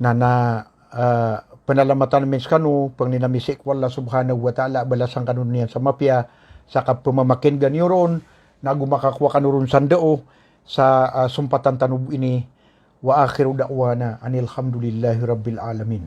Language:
Maranao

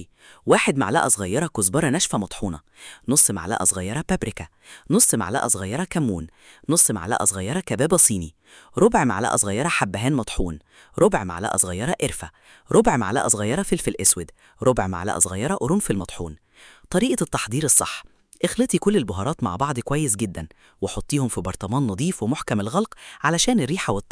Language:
Egyptian Arabic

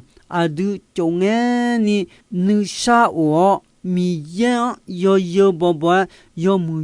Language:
Akha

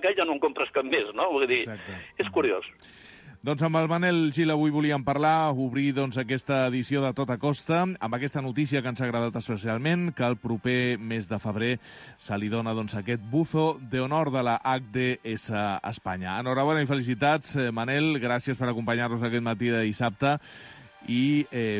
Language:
Catalan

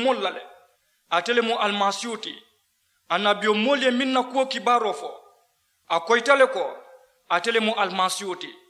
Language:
Mandingo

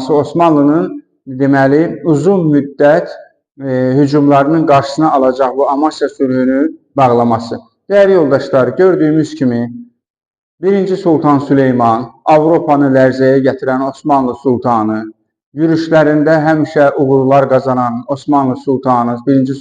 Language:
Azerbaijani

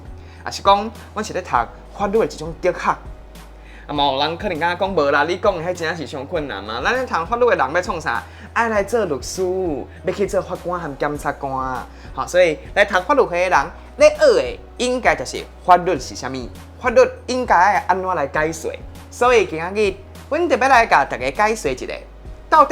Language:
Min Nan Chinese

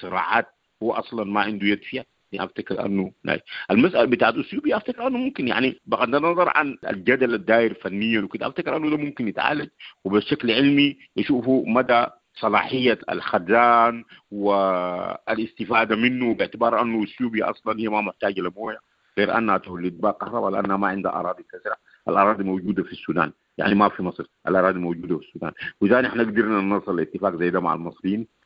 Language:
Sudanese Arabic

